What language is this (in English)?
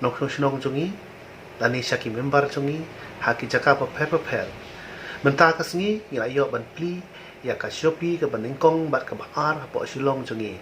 Khasi